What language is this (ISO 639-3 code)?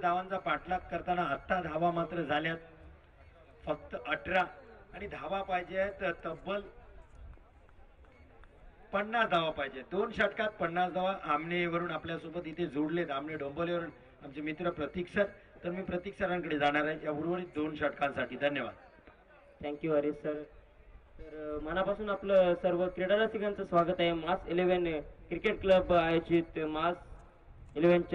mar